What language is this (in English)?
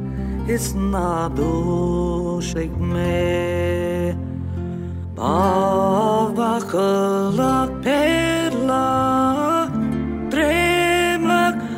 Estonian